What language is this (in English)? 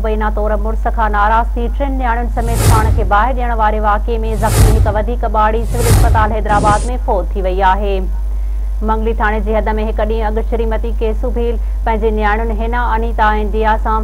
Sindhi